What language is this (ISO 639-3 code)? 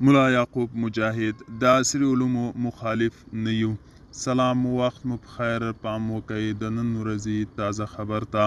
pus